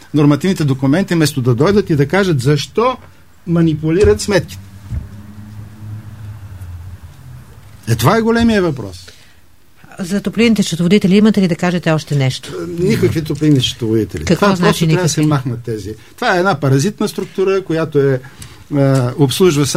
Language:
Bulgarian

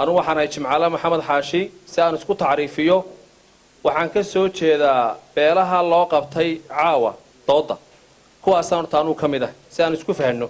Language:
Somali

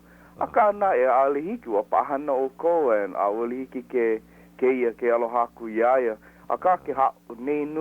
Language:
Hawaiian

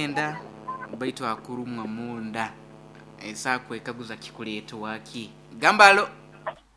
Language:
Nyoro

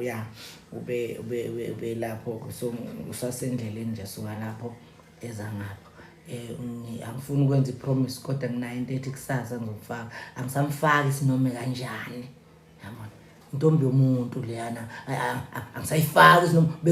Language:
Zulu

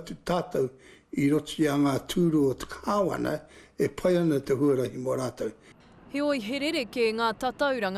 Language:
Māori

